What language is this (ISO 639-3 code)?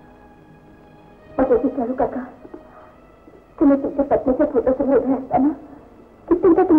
mar